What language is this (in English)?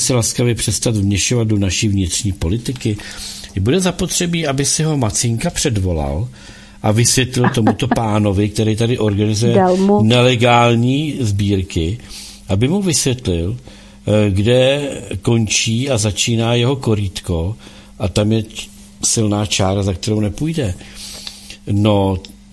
Czech